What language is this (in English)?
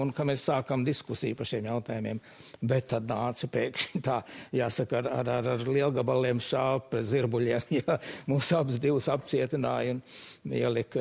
Latvian